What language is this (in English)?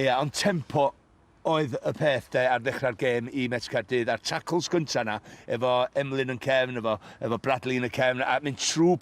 Welsh